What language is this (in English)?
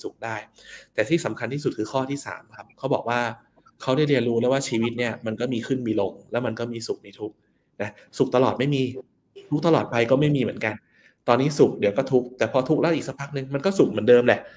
Thai